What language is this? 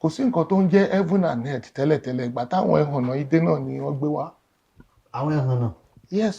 Yoruba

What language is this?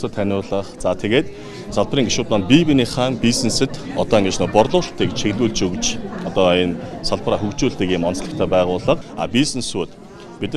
Mongolian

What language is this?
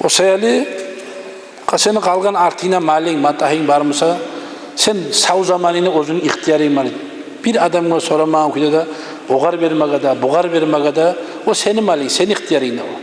Kumyk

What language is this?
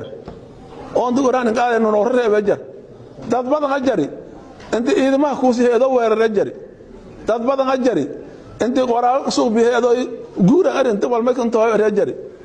Somali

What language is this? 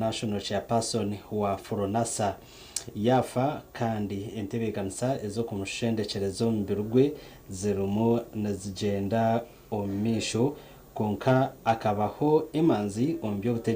Nyankole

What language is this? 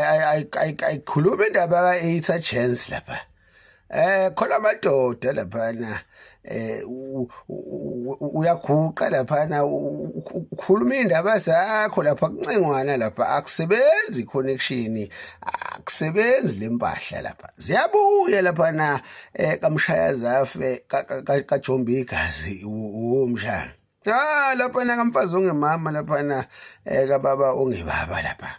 Zulu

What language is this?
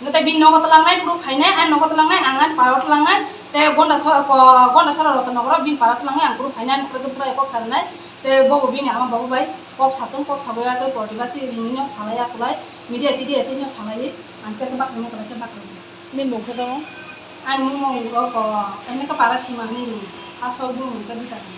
Riang (India)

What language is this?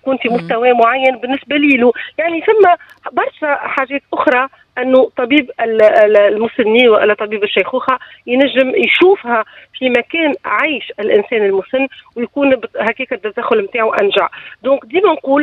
Tunisian Arabic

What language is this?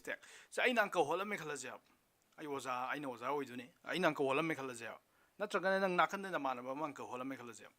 Manipuri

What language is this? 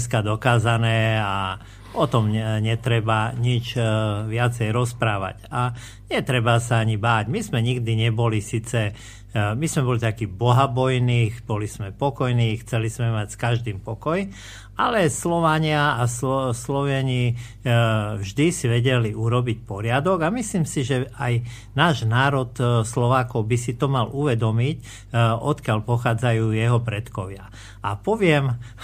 Slovak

